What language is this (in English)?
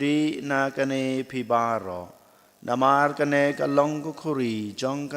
Khasi